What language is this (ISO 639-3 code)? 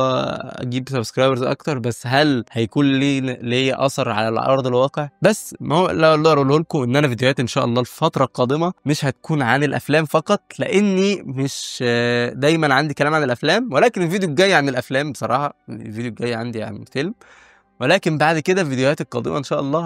arz